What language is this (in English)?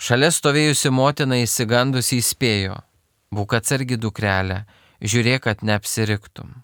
Lithuanian